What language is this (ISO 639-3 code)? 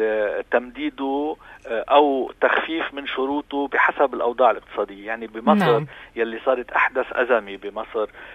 apc